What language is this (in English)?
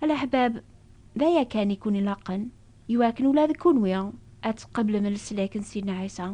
Kabyle